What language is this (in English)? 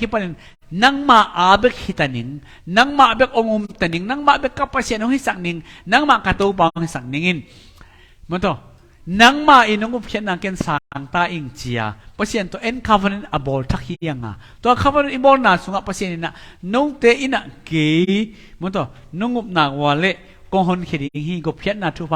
Tedim Chin